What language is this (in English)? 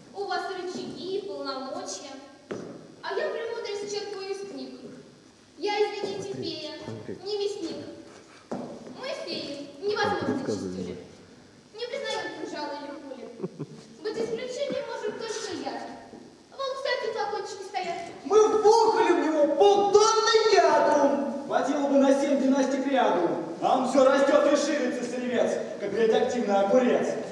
Russian